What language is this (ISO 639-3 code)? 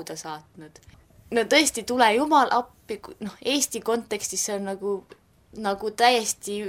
est